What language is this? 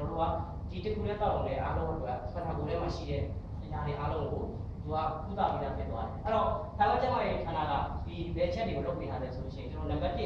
Burmese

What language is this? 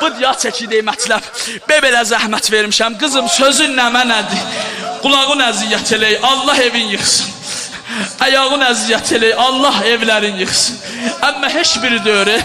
South Azerbaijani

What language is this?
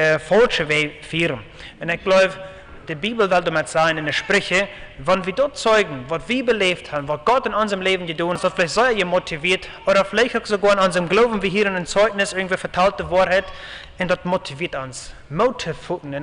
Plautdietsch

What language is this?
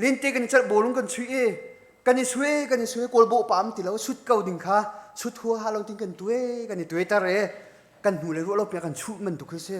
Hakha Chin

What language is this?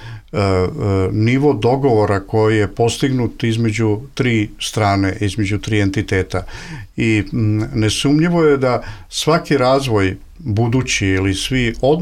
Bosnian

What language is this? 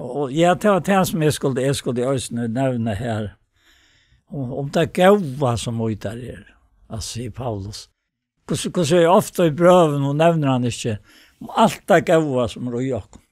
Faroese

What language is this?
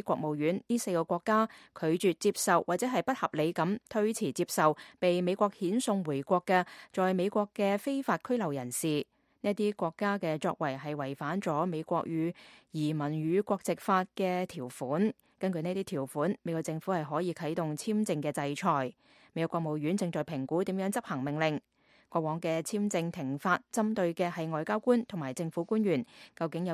Cantonese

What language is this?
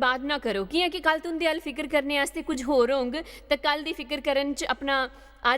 Dogri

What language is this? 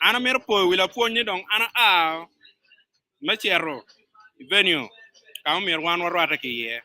Acoli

